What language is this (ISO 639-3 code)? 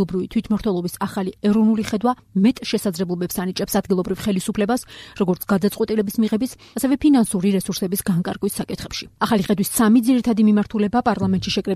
kat